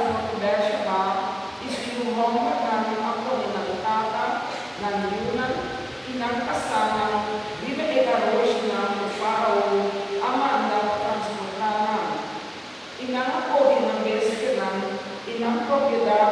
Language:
Papiamento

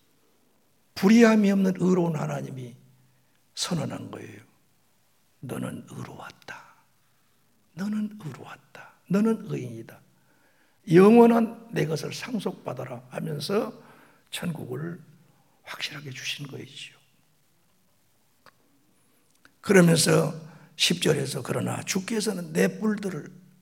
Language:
Korean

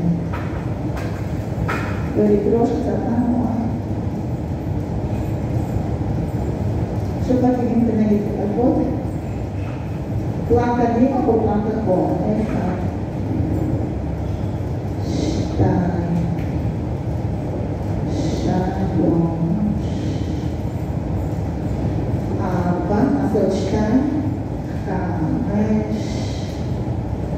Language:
Hebrew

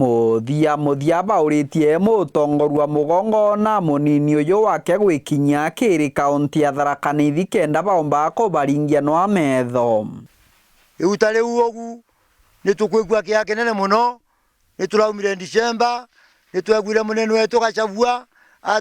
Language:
Meru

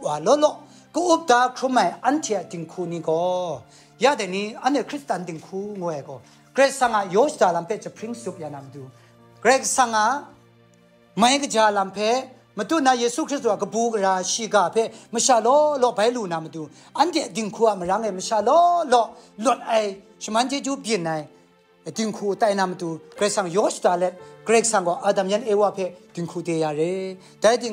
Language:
Kachin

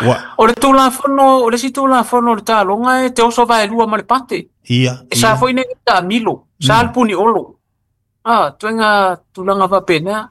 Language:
Samoan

